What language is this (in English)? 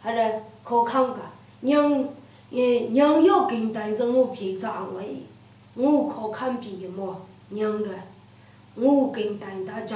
Lashi